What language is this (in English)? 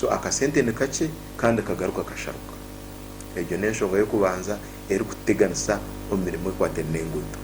Nyankole